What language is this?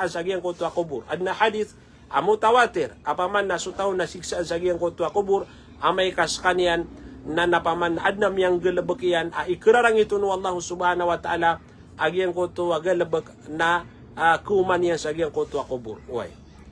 Maranao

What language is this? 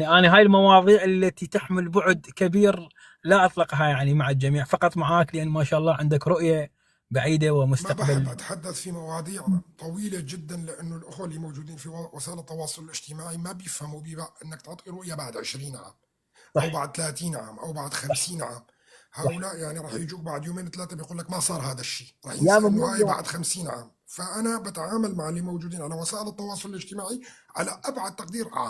North Levantine Arabic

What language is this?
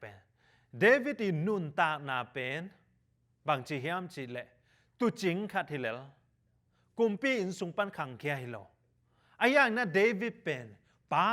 Tedim Chin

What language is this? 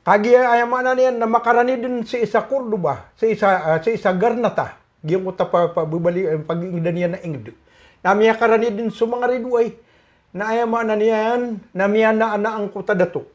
Maranao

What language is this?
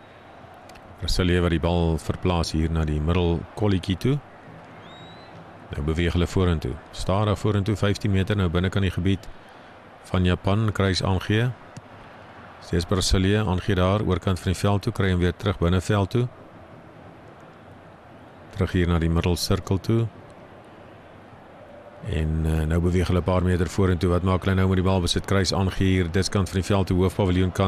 Afrikaans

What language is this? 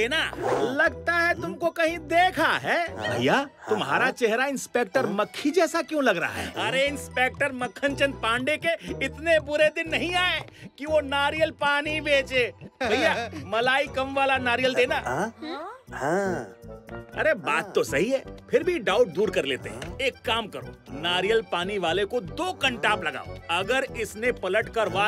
Hindi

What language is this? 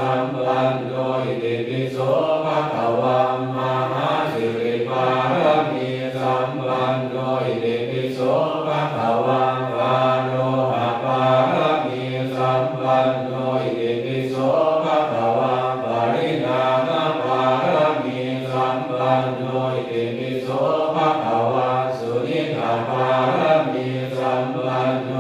Pali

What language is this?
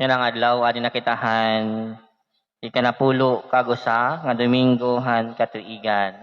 Waray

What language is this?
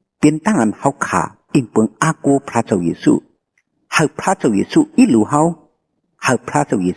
Shan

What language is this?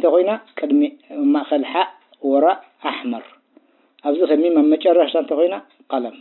Tigrinya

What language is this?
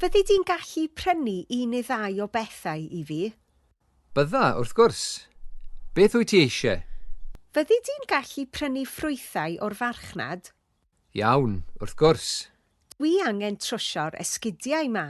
Welsh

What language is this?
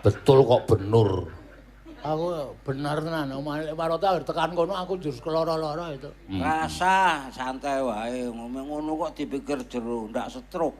Javanese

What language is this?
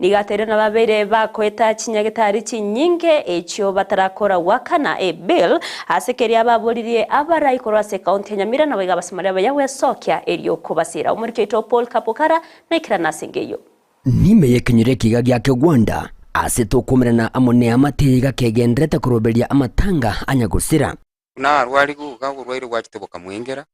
Gusii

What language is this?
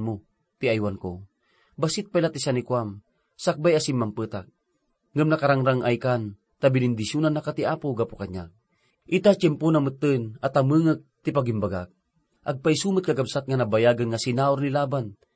Iloko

